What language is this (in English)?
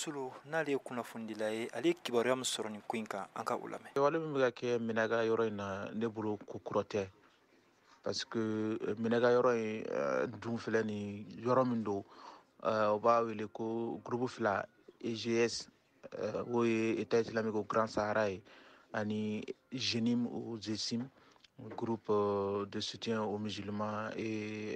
Bambara